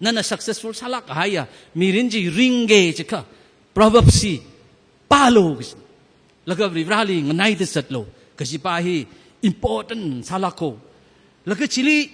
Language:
Tangkhul Naga (India)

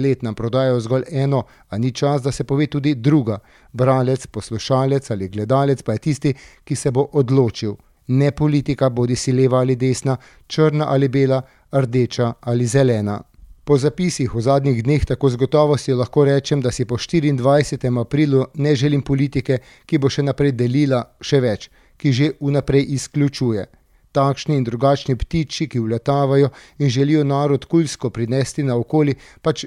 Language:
Slovenian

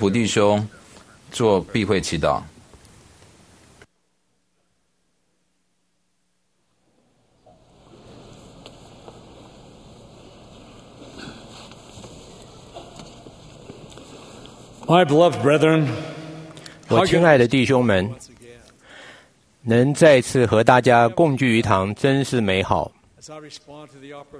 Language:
Chinese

